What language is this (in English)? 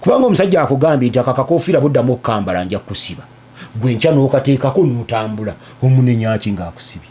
Ganda